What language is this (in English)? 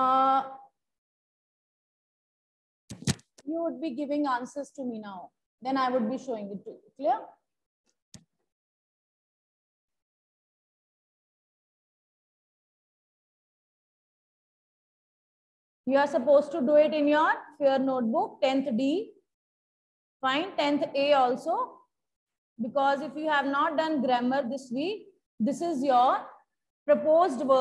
English